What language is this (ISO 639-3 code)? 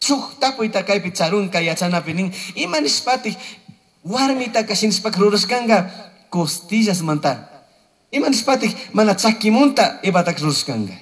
qug